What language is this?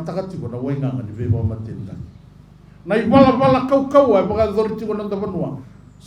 Fijian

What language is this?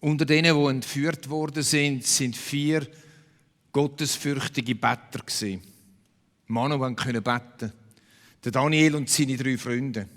Swiss German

